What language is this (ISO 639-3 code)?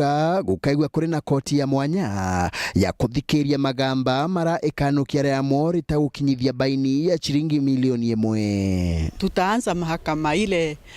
mer